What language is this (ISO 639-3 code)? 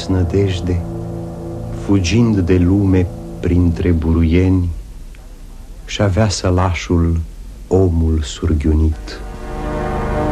ron